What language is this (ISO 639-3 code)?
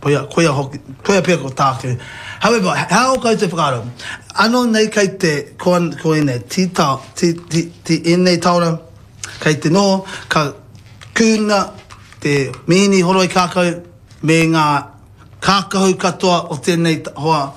mri